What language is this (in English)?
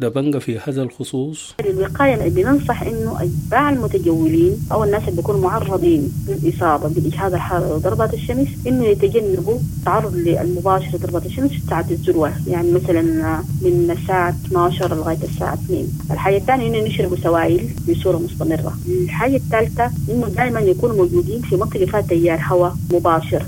Sudanese Arabic